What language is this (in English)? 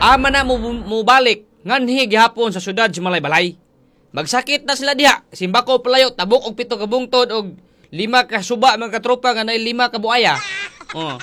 Cebuano